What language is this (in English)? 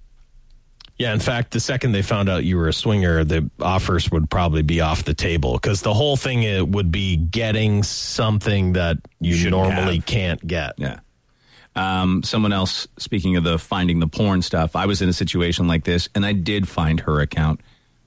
English